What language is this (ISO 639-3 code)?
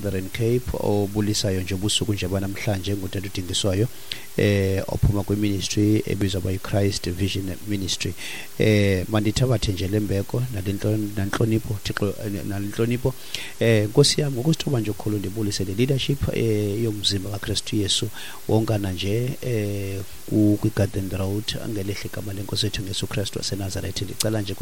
xho